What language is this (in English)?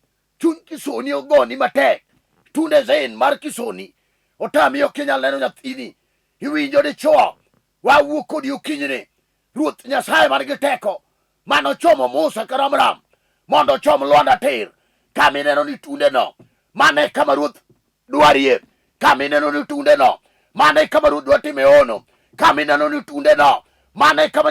Luo (Kenya and Tanzania)